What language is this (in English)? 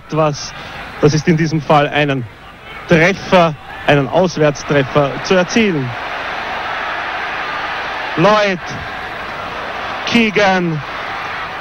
German